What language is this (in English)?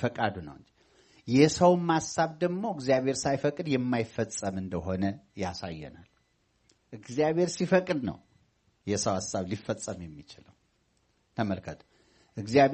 Amharic